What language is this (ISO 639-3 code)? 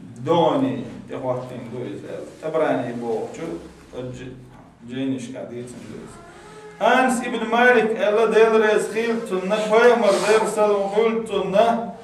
che